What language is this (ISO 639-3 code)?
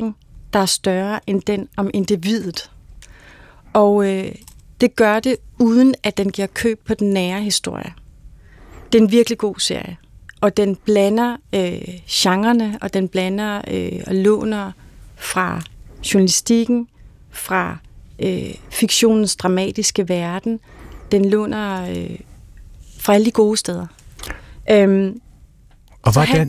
dan